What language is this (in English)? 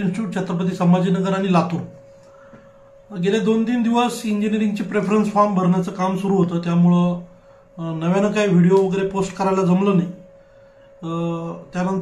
Marathi